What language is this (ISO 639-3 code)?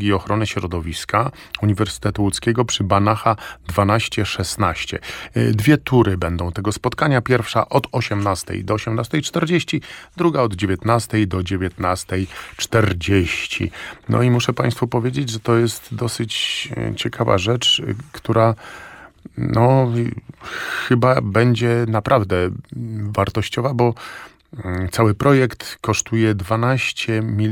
pol